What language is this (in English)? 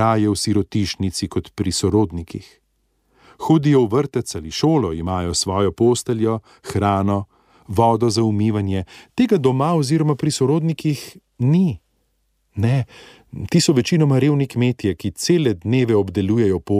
Slovenian